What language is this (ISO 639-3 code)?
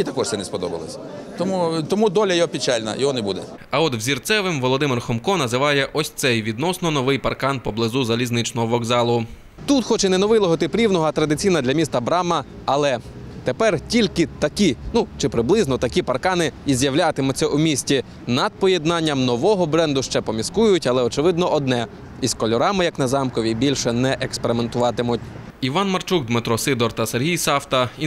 ukr